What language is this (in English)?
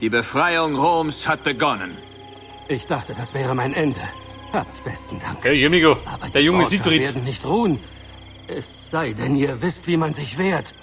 Bavarian